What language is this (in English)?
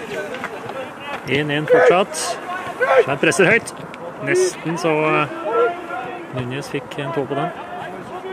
Norwegian